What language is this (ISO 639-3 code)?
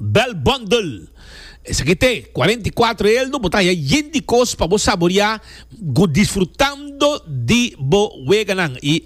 pap